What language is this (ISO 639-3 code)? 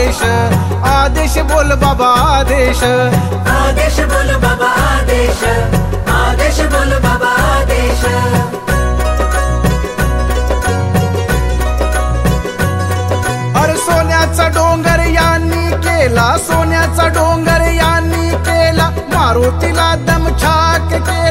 mar